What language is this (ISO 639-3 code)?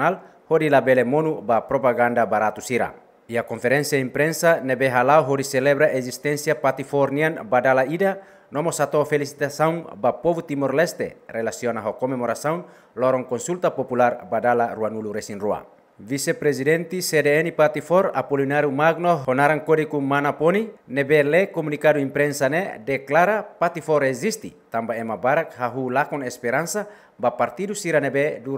tet